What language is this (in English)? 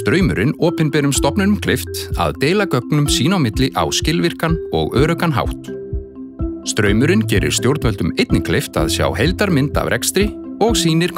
Icelandic